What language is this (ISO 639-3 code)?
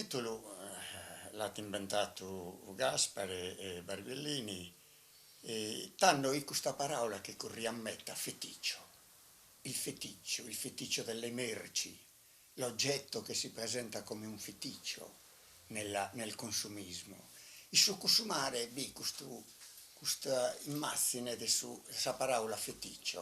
srd